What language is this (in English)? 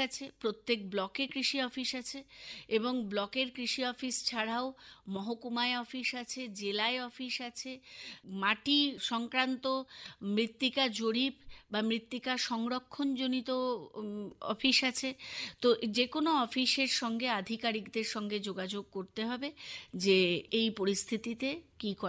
Bangla